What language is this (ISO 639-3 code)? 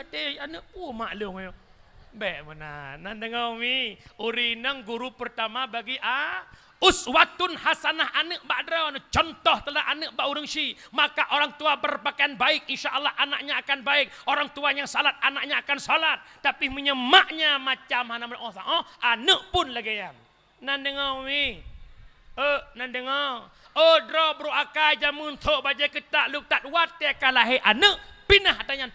ace